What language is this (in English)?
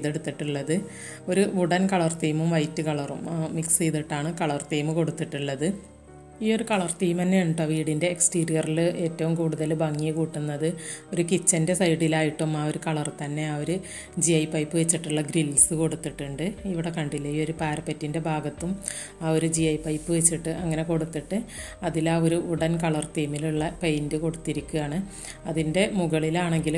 Malayalam